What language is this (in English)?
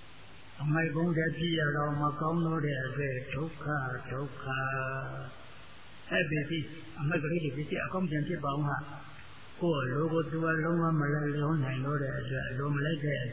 Burmese